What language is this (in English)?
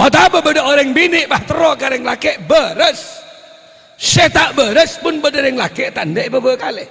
Madurese